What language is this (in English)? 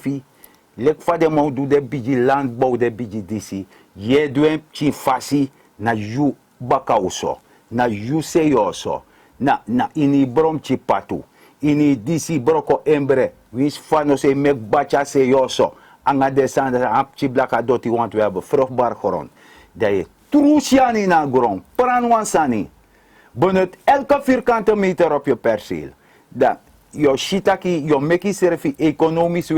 Sranan Tongo